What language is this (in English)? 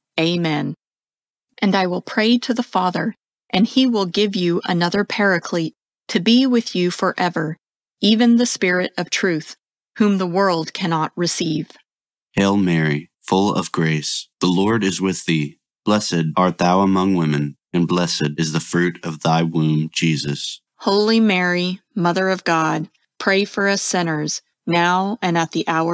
English